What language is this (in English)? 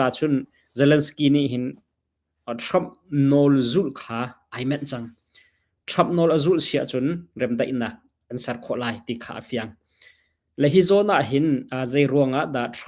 Hakha Chin